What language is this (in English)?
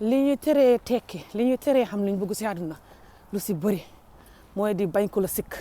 Wolof